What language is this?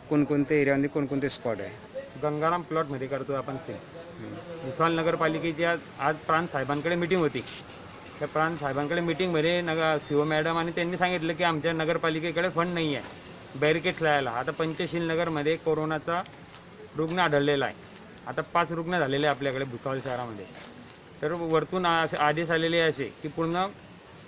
Marathi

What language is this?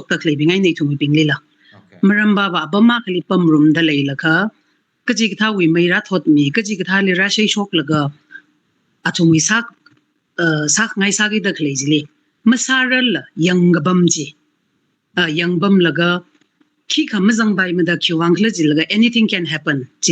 Tangkhul Naga (India)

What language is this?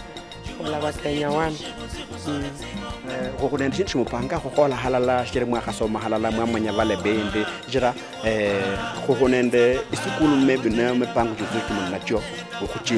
Luyia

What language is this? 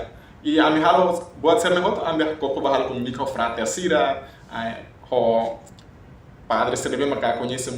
Tetum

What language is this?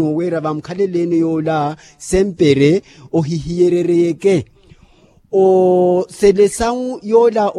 Makhuwa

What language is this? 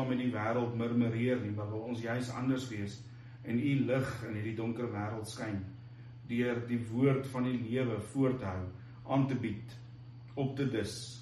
Afrikaans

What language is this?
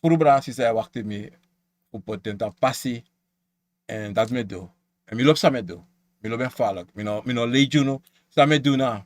Sranan Tongo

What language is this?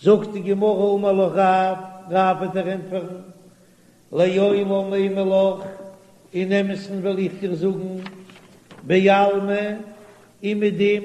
Yiddish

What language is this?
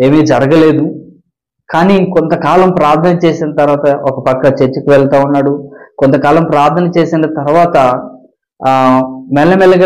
Telugu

